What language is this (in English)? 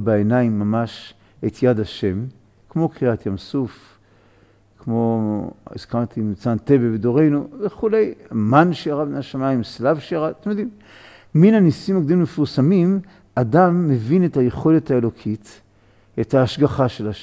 Hebrew